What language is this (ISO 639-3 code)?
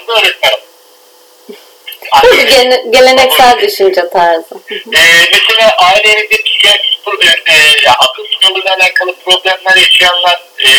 tur